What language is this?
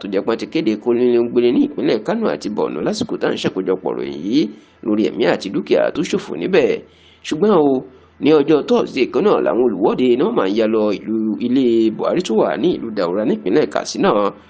Yoruba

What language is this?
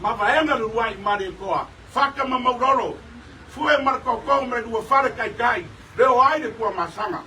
Samoan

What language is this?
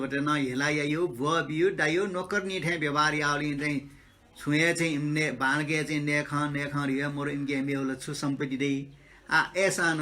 Newari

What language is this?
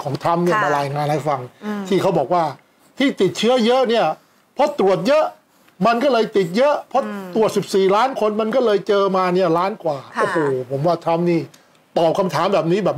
Thai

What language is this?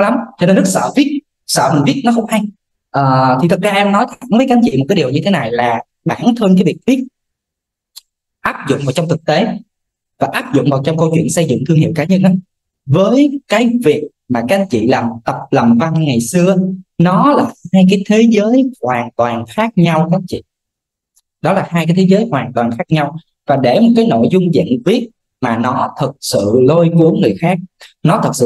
Vietnamese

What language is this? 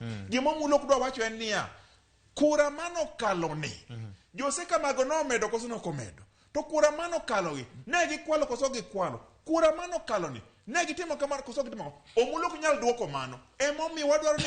Luo (Kenya and Tanzania)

